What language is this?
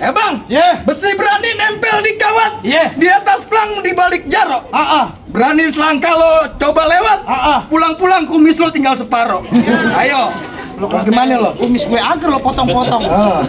Betawi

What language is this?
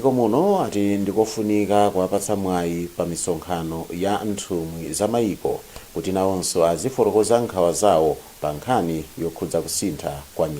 Nyanja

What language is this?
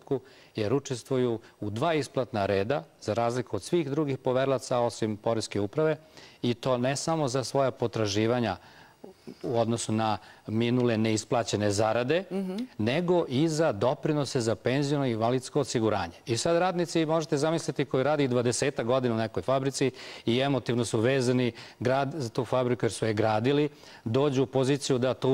Serbian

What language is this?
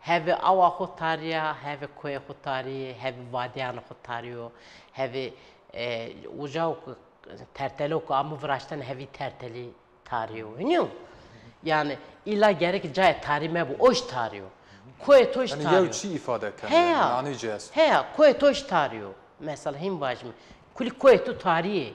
Zaza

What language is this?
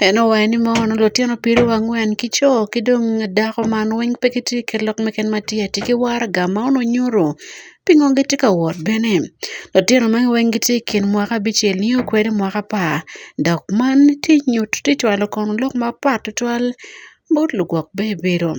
Acoli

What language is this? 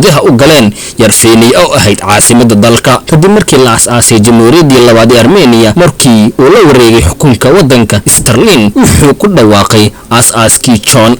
Somali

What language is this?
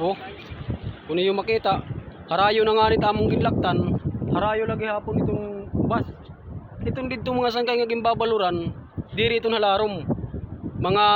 Waray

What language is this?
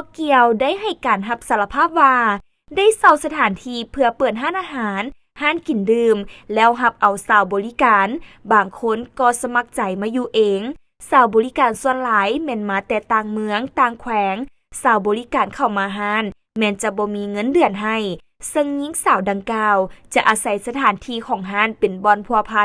Lao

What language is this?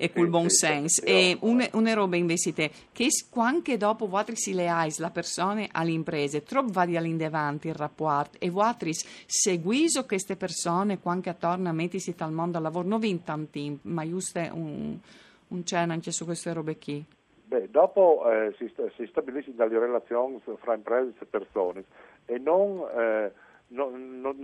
Friulian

